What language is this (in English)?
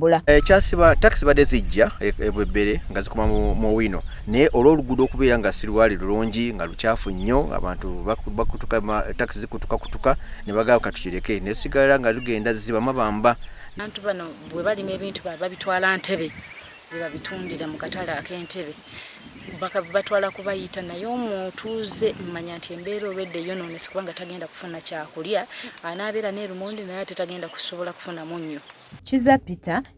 Ganda